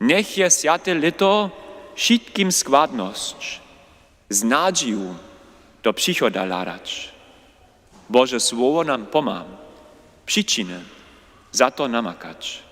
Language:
Upper Sorbian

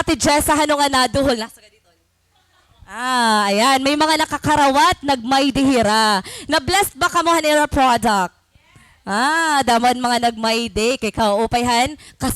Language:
Waray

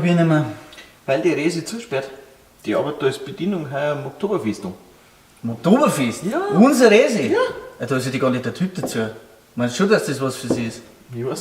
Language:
Bavarian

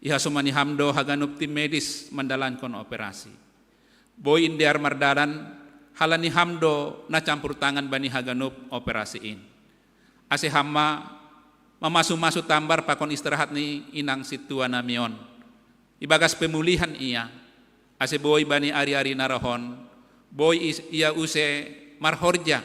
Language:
Batak Simalungun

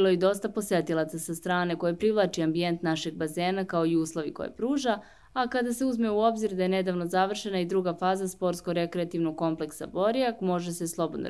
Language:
Serbian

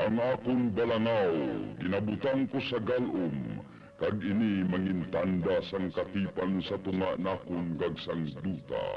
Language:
Hiligaynon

